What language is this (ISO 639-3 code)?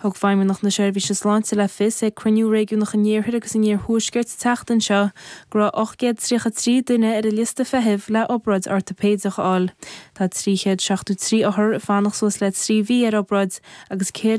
gle